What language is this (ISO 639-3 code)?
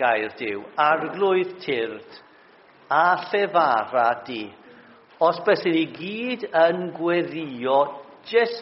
cym